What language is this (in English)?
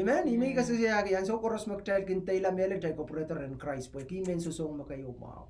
Pohnpeian